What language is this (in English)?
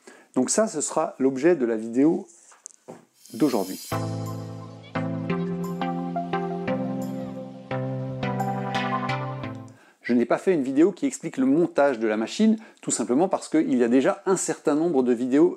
French